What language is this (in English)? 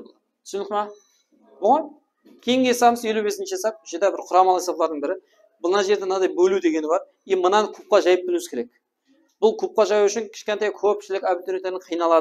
Kara-Kalpak